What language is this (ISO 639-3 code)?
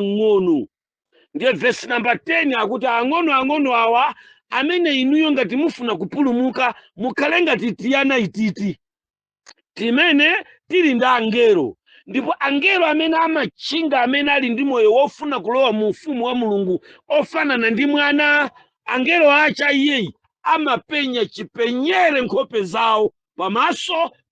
nya